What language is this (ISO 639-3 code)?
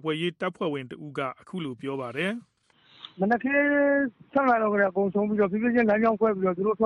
mya